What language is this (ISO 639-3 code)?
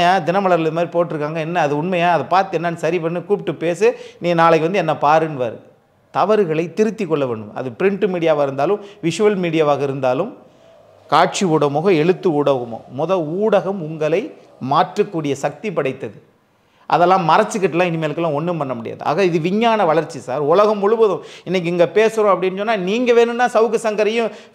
tam